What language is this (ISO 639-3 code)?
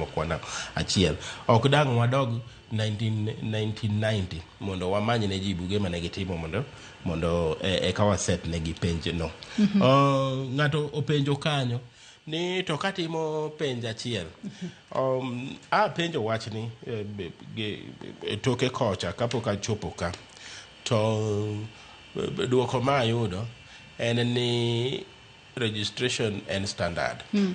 luo